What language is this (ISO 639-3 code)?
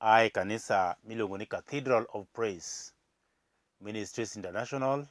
luo